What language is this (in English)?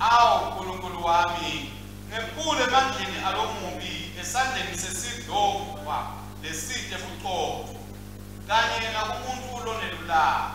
Swati